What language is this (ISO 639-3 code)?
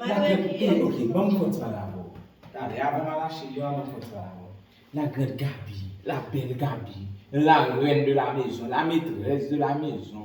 hat